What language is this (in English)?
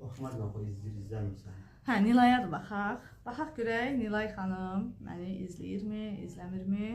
Azerbaijani